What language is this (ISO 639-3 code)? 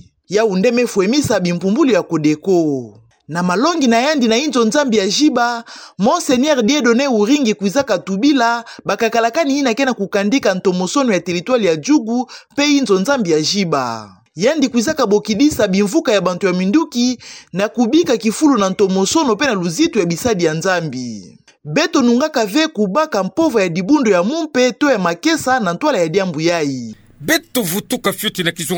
ktu